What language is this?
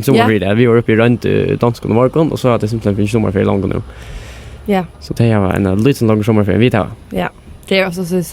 Faroese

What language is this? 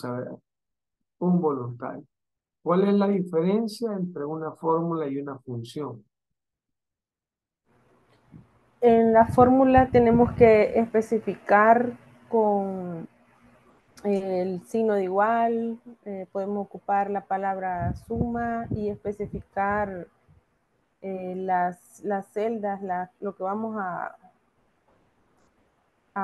Spanish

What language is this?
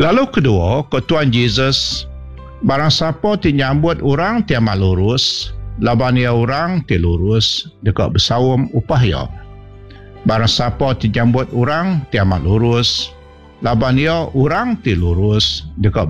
Iban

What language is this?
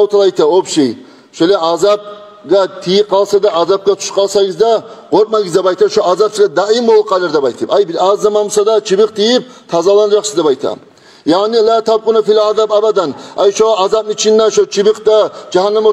Kumyk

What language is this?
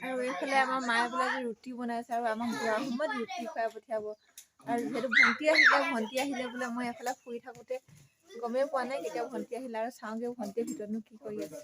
Assamese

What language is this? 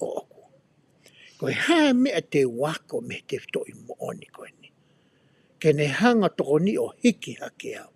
Tongan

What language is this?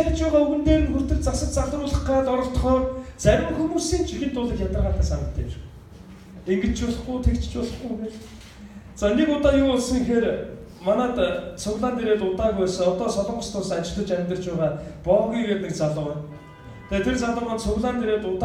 Mongolian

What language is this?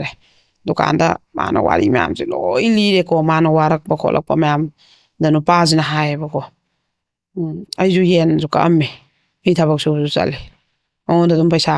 Manipuri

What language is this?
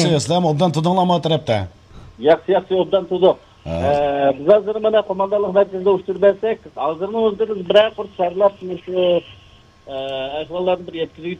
Uyghur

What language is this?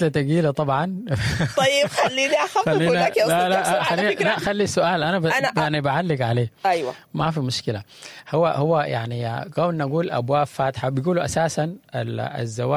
Sudanese Arabic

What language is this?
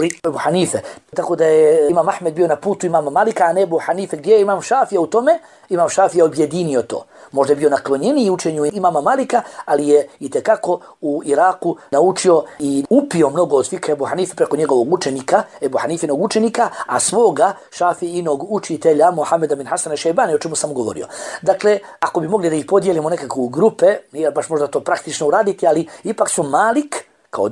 Bosnian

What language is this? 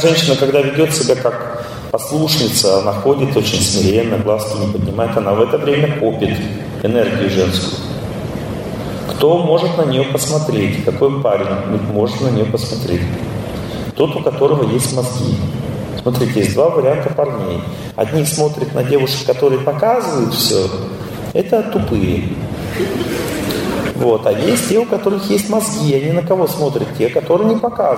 Russian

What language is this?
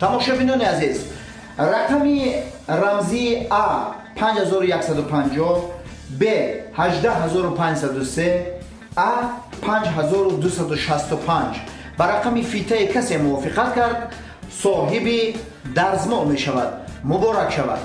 Tajik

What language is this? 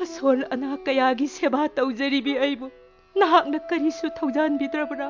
Manipuri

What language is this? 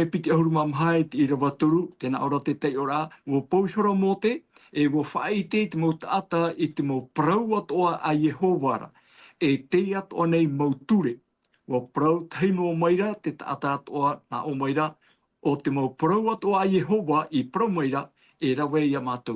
Tahitian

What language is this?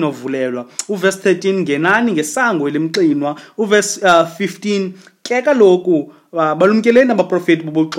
Xhosa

